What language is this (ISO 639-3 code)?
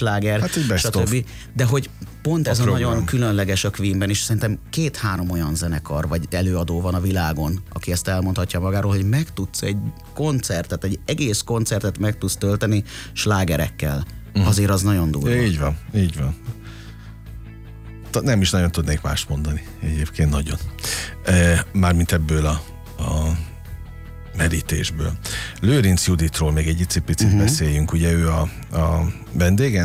hun